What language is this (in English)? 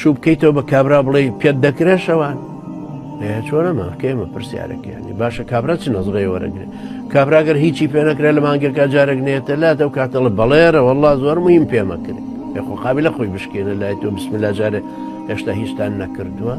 Central Kurdish